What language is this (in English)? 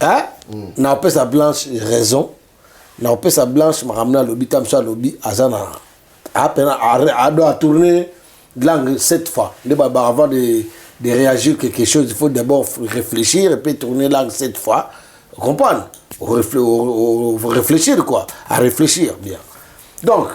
Lingala